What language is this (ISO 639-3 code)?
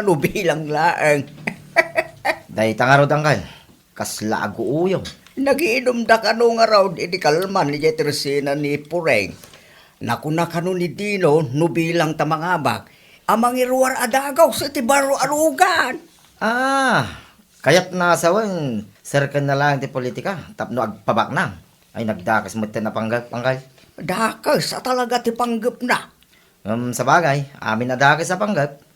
ilo